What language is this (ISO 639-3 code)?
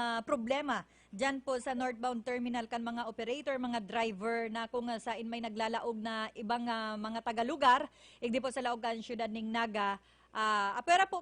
bik